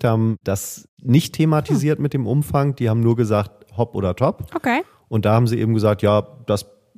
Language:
German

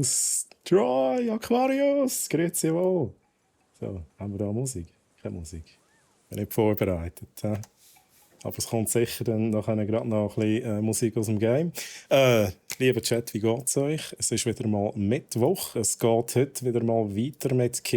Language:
Swiss German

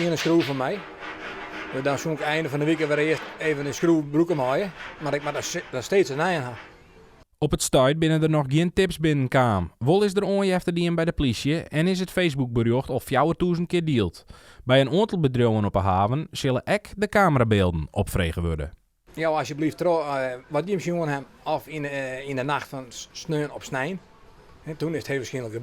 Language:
Western Frisian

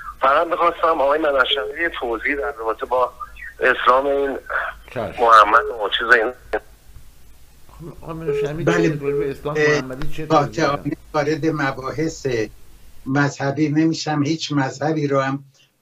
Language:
Persian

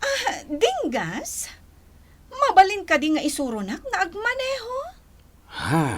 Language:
Iloko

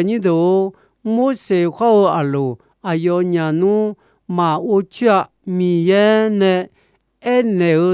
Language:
Akha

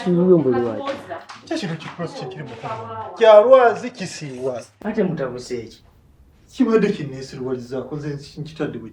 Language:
Ganda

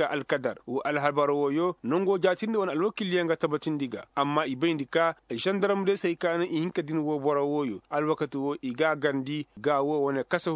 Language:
Koyraboro Senni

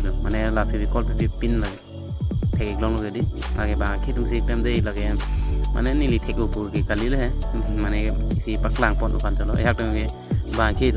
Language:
Karbi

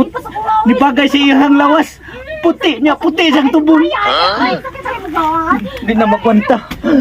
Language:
Cebuano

